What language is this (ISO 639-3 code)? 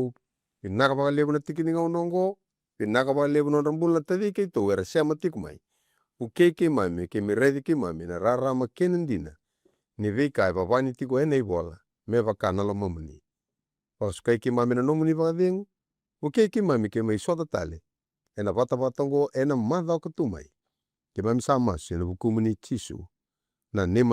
fij